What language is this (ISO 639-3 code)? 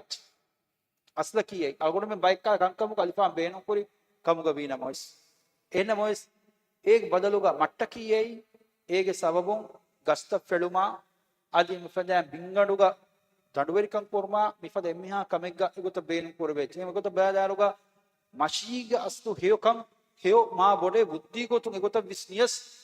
div